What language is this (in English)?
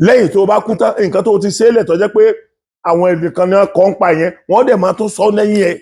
Yoruba